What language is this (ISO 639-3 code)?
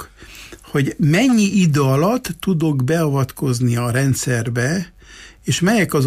hun